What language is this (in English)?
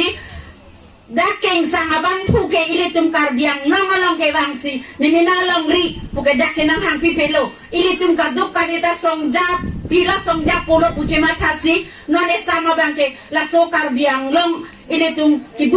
Karbi